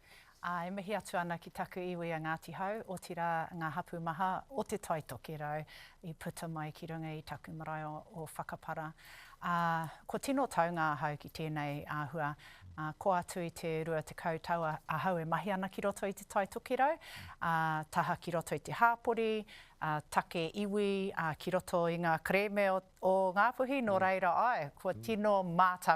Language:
Māori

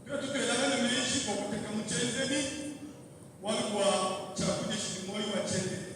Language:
Luba-Lulua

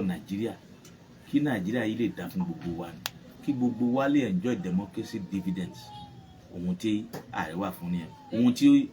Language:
Yoruba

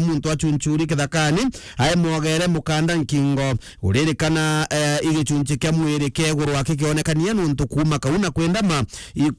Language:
Meru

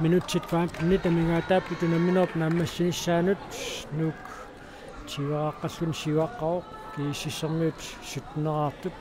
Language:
Kalaallisut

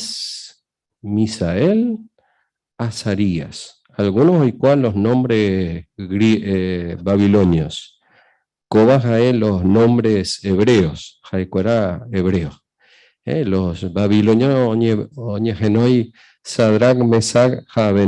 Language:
Guarani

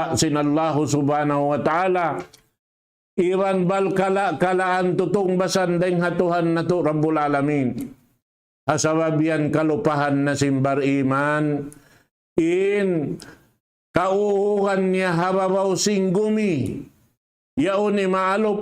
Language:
Tausug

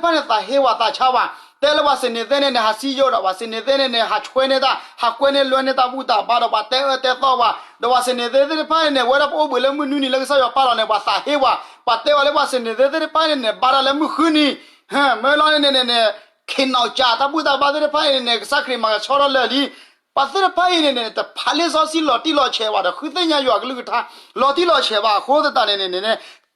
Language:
S'gaw Karen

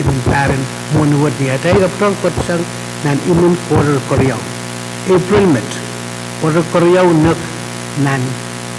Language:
Pohnpeian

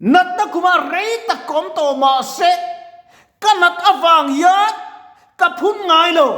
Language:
Mizo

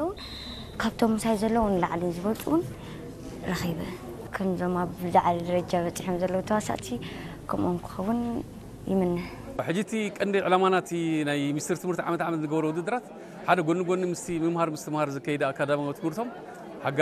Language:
Tigrinya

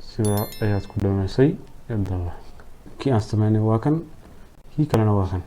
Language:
Somali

